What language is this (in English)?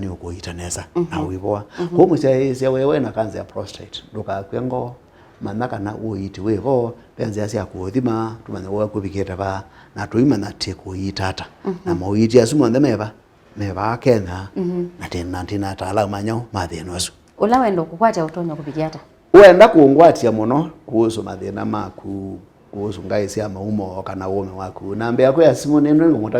Kamba